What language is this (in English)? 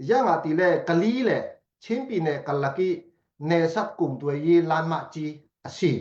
Falam Chin